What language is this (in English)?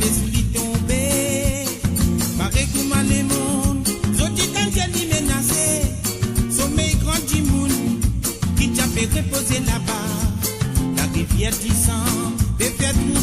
Morisyen